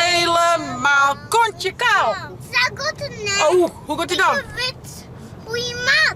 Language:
Western Frisian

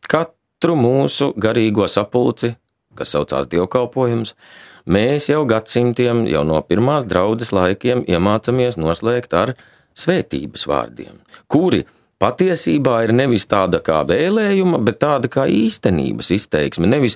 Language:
Latvian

